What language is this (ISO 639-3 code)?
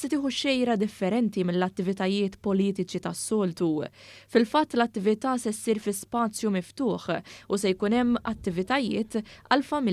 mlt